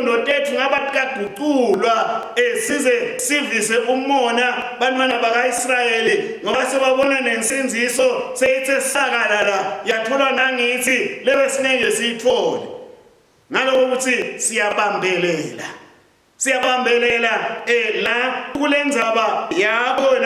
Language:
Swati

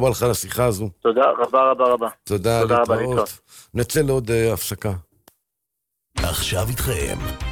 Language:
Hebrew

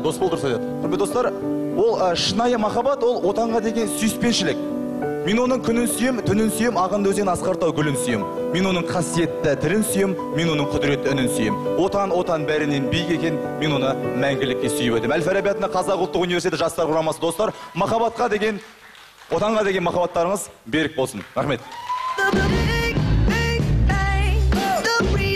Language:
Kazakh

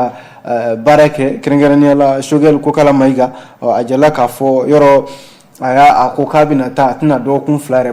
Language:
Bambara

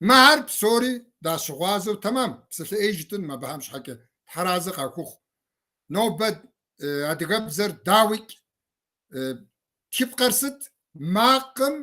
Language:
Kabardian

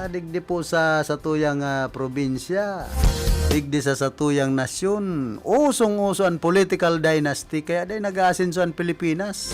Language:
Bikol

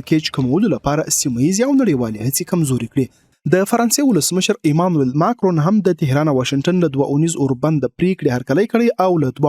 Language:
Pashto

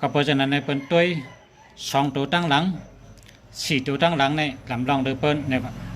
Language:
Shan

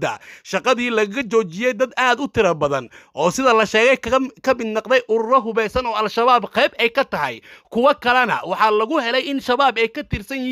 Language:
Somali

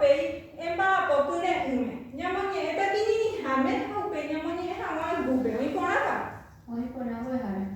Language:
Guarani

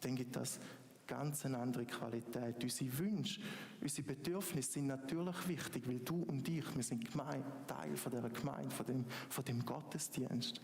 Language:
Swiss German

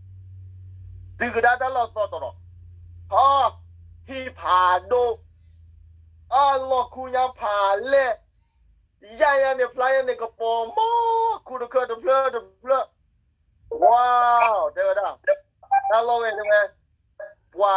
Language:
S'gaw Karen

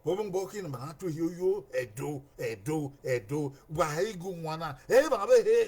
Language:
Bini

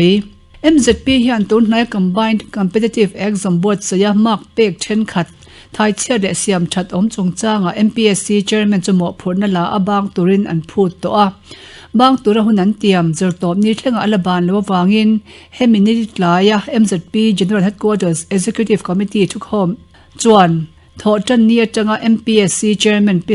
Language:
Mizo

